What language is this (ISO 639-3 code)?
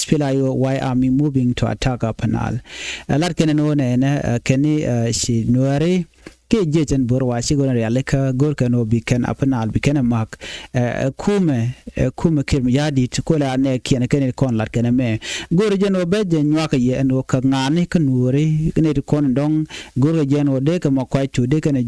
nus